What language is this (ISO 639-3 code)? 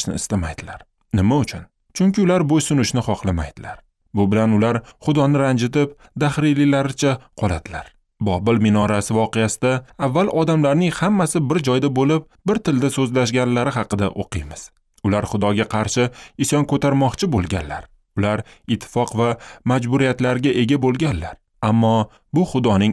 uzb